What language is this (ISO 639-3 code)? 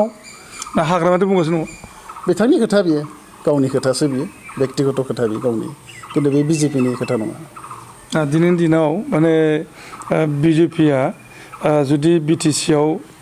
brx